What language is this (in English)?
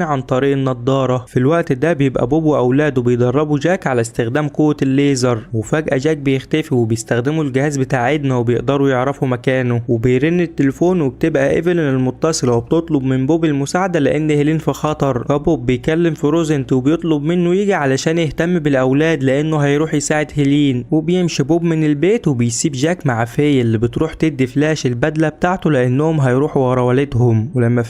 Egyptian Arabic